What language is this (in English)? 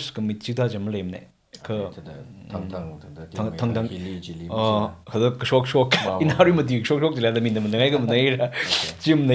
Tangkhul Naga (India)